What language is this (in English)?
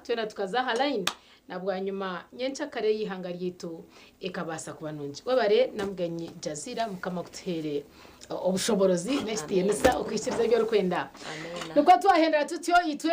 Nyankole